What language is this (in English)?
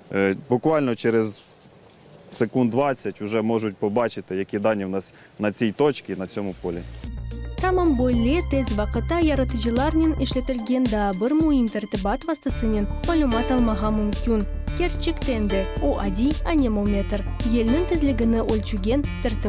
Crimean Tatar